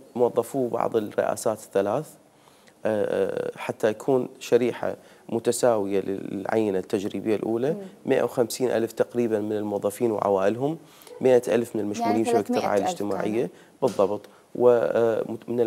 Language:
Mesopotamian Arabic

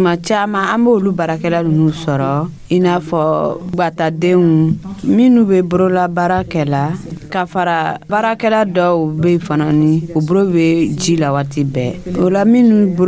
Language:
Dyula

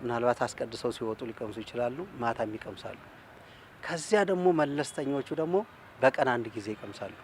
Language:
Amharic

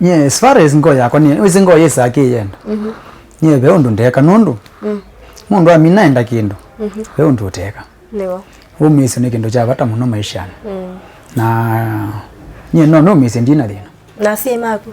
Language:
Kamba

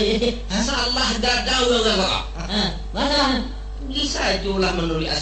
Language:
Minangkabau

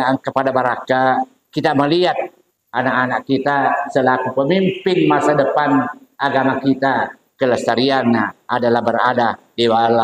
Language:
Buginese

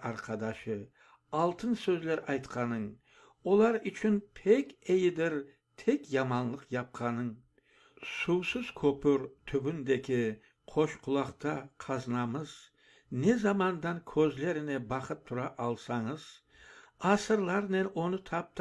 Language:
Crimean Tatar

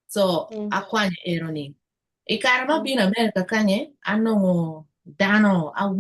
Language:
Acoli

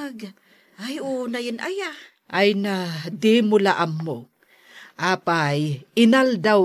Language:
Iloko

